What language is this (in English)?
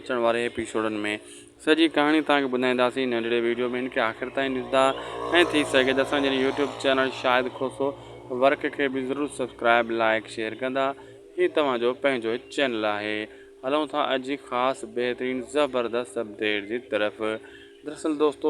Sindhi